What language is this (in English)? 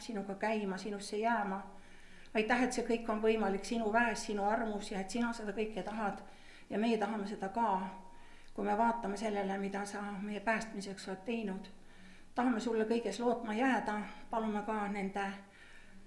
Estonian